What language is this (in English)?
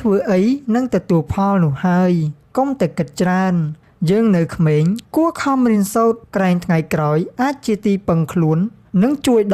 Khmer